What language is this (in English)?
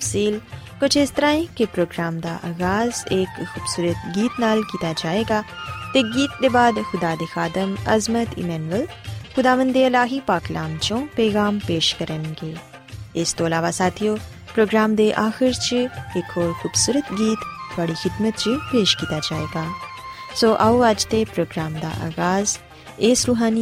Punjabi